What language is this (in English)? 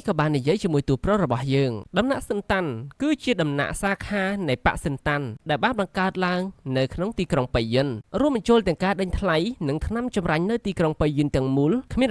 Khmer